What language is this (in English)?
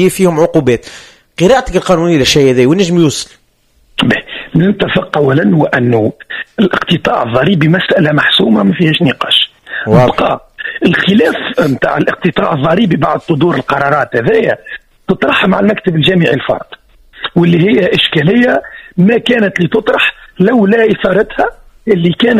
Tunisian Arabic